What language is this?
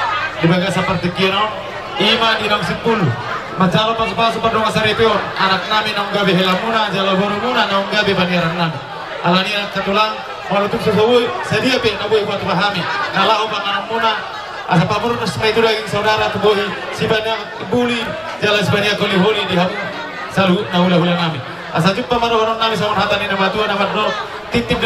Batak Toba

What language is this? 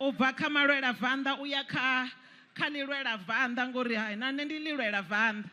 Venda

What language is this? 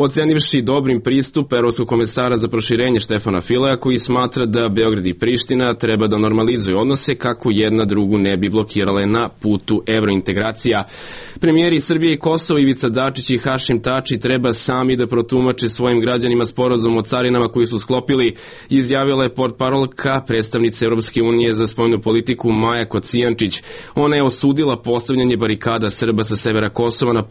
Serbian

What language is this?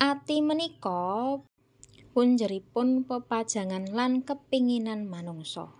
Javanese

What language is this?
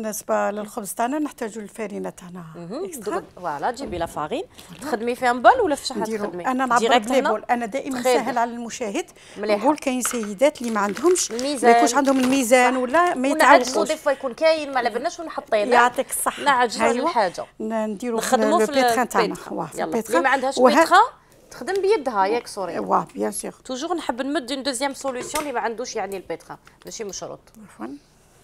Algerian Arabic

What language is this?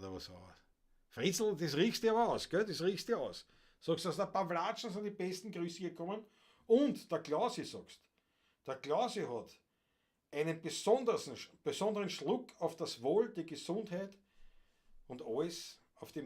Bavarian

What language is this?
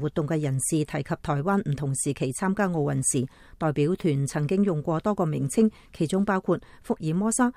Cantonese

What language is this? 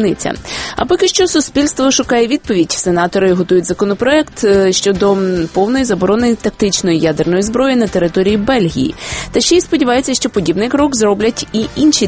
Ukrainian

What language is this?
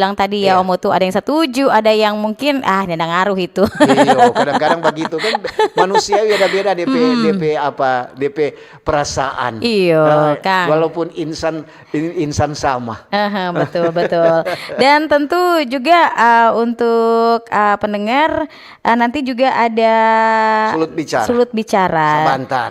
Manado Malay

